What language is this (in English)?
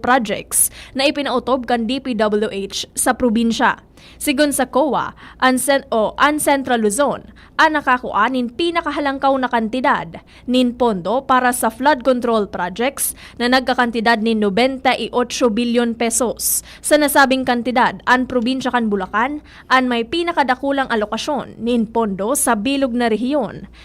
Bikol